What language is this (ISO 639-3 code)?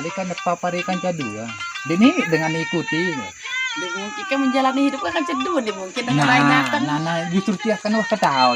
sas